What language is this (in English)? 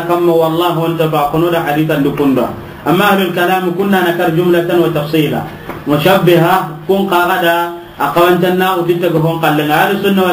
Soninke